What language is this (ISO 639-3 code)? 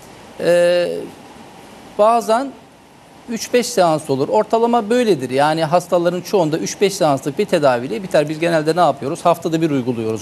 tur